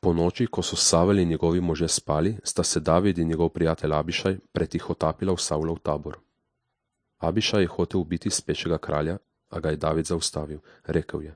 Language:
Slovenian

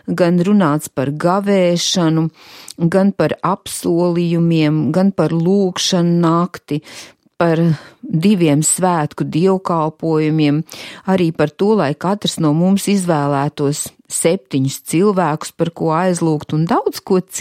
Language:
Latvian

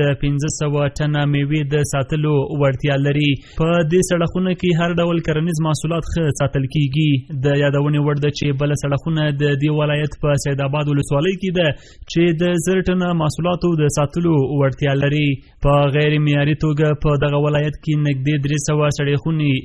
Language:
Pashto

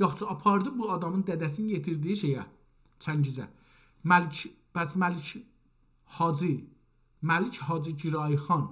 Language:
South Azerbaijani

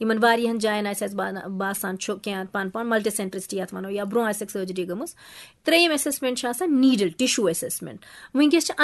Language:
Kashmiri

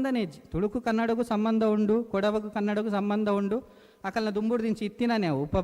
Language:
Tulu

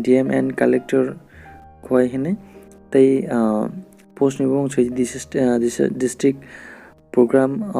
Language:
Kok Borok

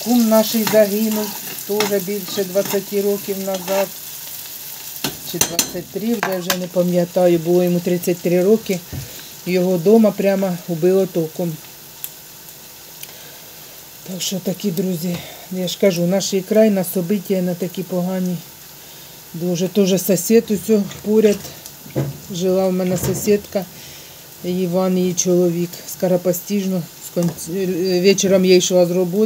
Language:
Ukrainian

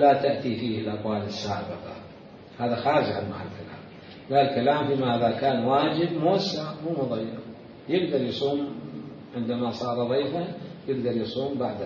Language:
Mesopotamian Arabic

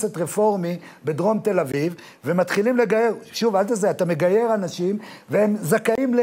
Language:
Hebrew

